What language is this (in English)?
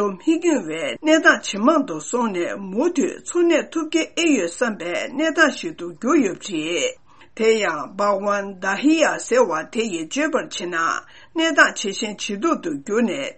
Tibetan